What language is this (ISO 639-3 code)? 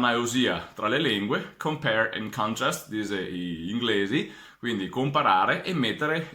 vec